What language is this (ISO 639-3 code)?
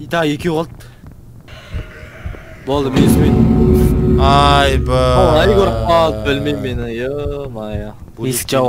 kaz